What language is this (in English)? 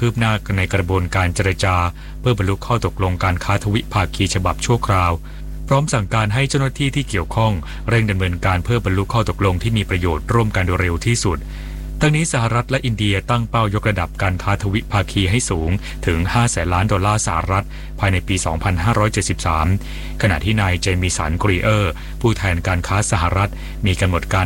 Thai